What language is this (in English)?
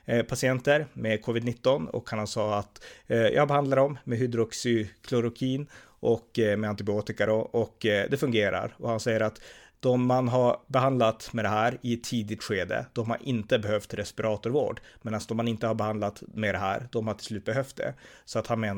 Swedish